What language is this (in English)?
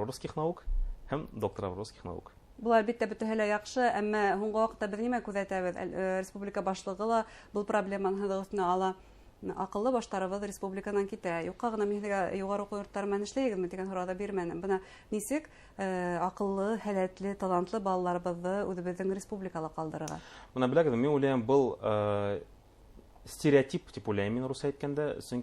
Bashkir